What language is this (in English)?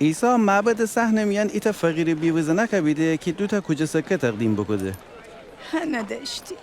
Gilaki